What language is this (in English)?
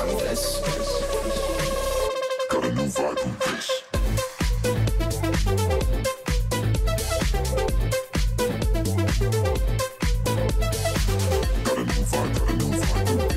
English